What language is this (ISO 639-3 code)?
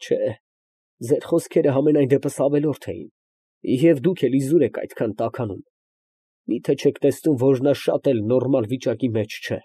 hye